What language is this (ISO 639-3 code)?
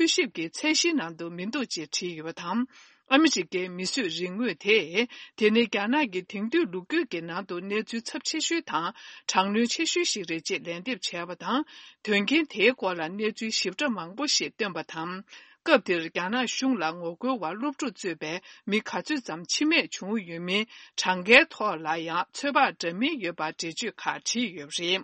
bod